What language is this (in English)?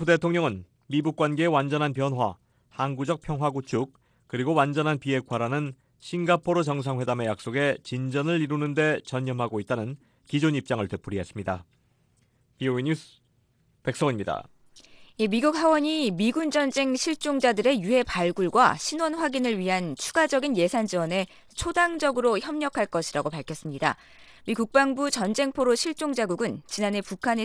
Korean